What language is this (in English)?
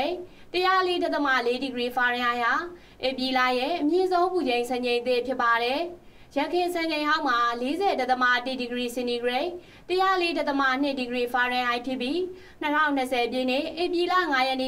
Burmese